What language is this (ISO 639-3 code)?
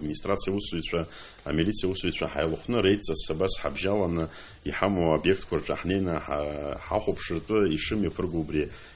abk